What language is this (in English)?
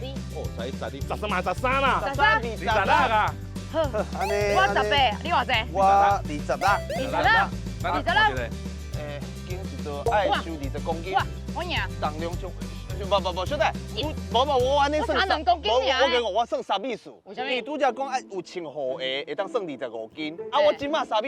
Min Nan Chinese